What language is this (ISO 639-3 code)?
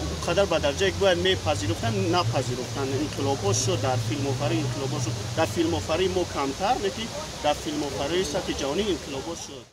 tgk